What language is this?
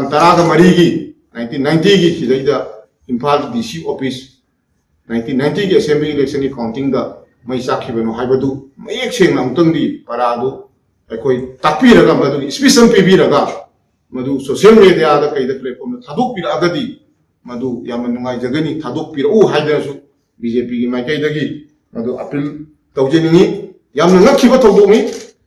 Manipuri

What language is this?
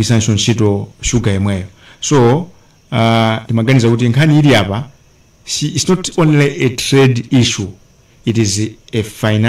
Nyanja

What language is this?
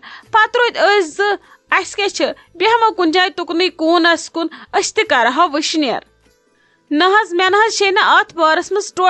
Kashmiri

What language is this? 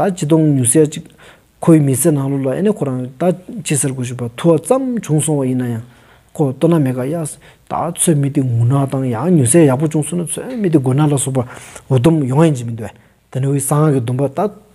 Stod Bhoti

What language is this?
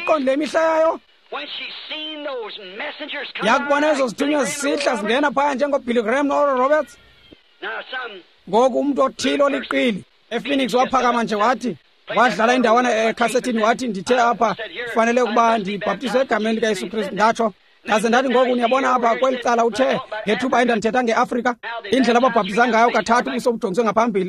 Xhosa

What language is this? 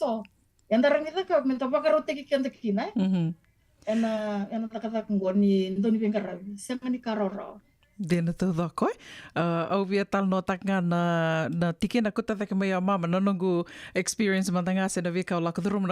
Fijian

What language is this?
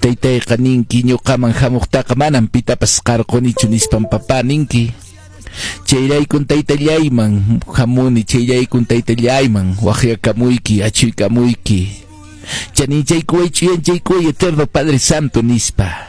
Quechua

